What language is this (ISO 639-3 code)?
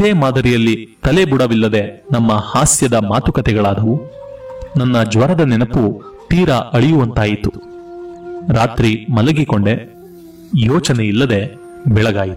kan